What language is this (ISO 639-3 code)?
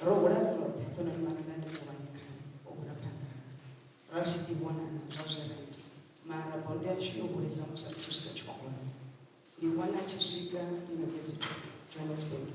ven